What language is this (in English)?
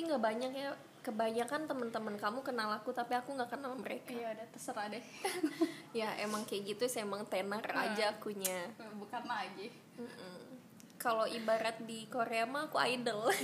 Indonesian